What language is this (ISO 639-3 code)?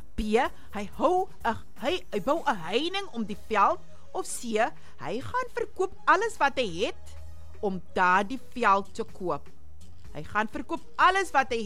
afr